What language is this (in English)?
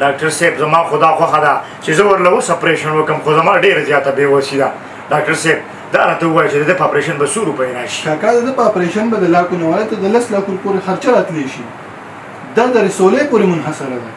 Pashto